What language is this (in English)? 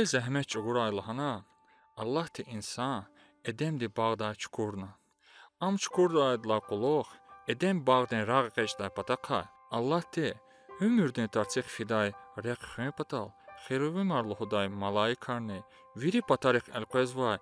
Lezghian